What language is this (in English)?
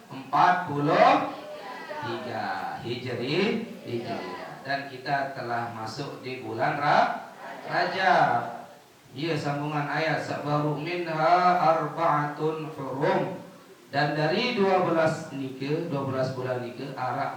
Sasak